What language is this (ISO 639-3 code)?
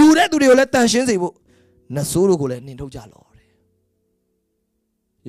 mya